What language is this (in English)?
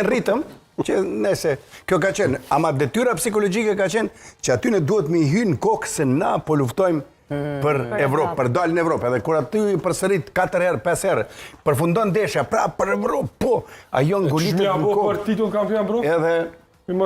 Albanian